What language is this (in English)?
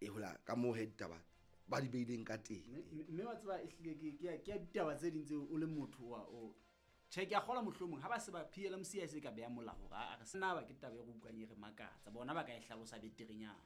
Southern Sotho